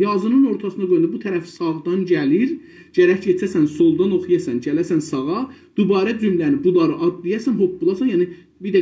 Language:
South Azerbaijani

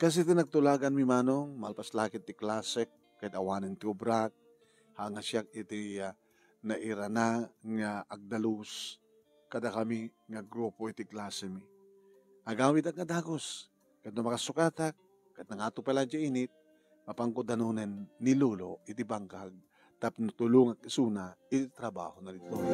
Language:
Iloko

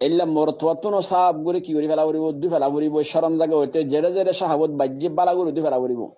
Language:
Rohingya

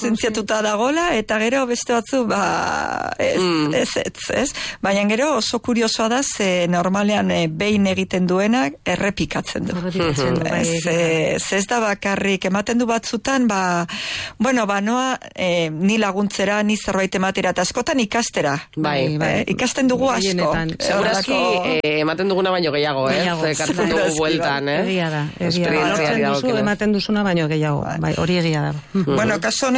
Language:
Basque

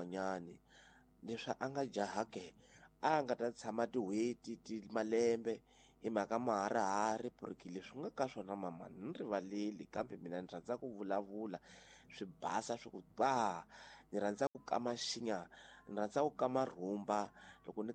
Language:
Tsonga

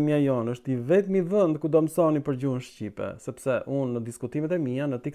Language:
Albanian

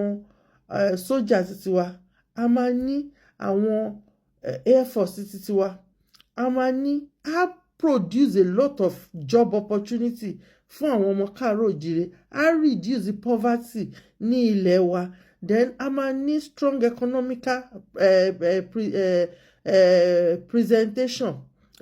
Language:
Yoruba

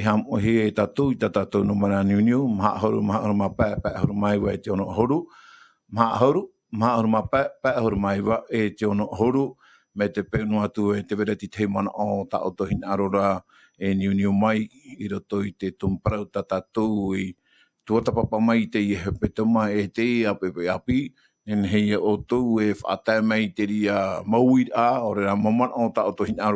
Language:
Tahitian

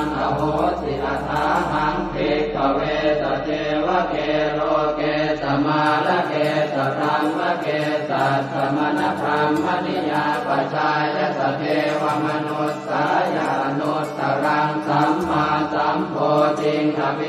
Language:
Pali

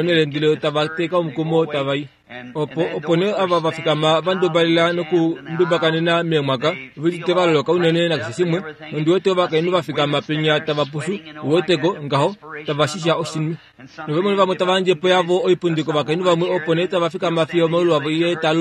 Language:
Kuanyama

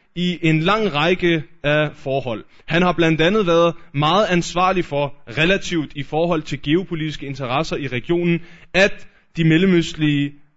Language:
Danish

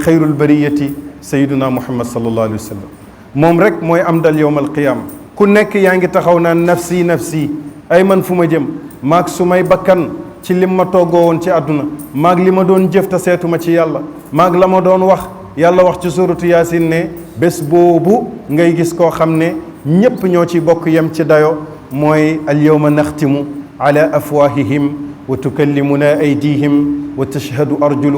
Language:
Wolof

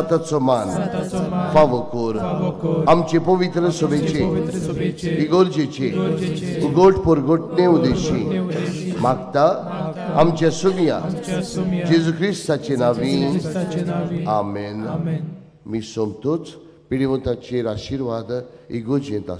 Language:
Konkani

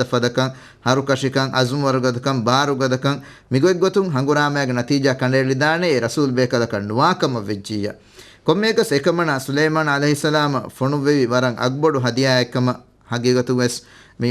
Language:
Divehi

